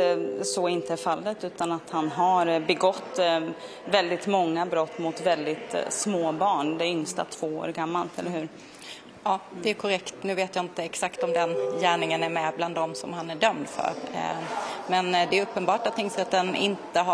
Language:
Swedish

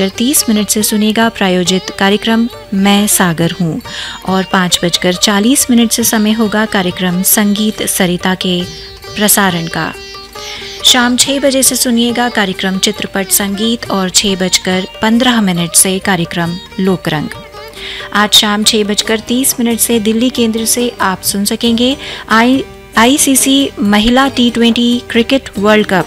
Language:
Hindi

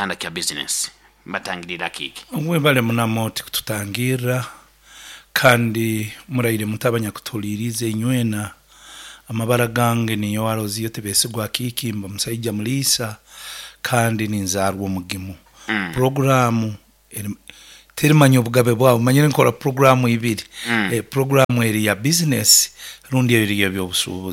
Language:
Nyoro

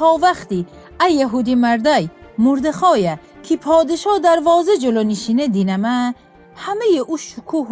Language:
Gilaki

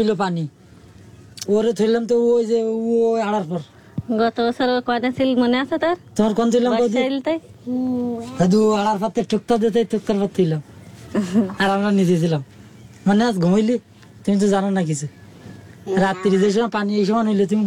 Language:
Bangla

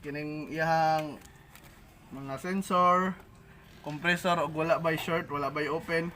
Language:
Cebuano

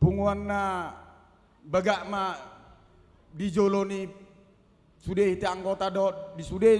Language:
Batak Toba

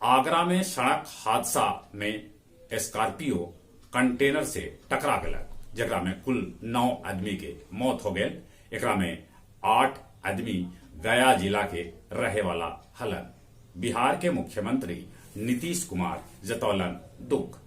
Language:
Magahi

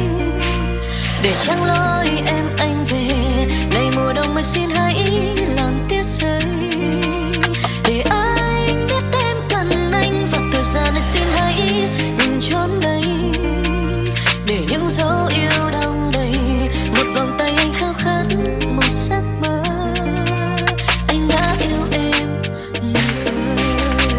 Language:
Vietnamese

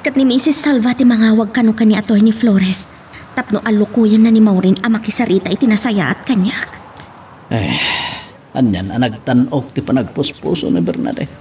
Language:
Iloko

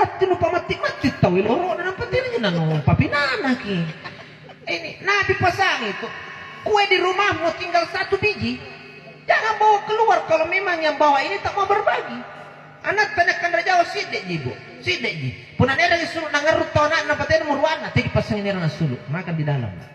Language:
Makasar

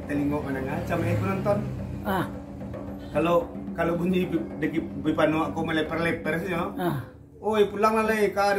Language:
Minangkabau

